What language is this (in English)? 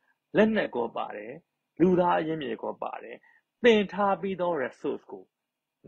Burmese